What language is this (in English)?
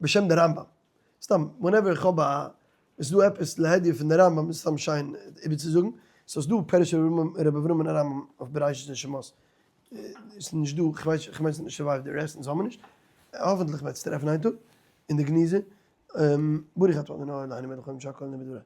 Yiddish